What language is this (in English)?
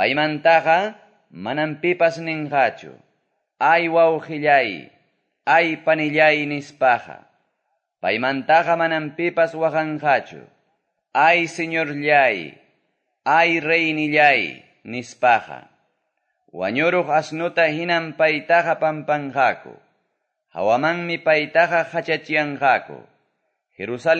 Quechua